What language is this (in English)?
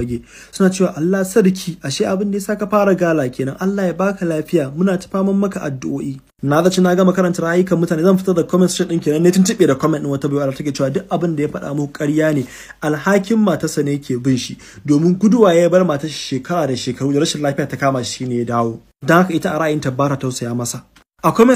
Hausa